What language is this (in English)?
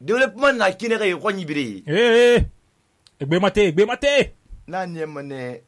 Susu